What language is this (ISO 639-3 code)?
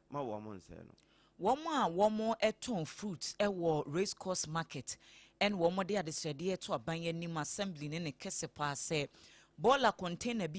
aka